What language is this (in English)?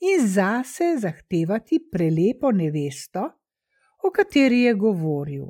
Slovenian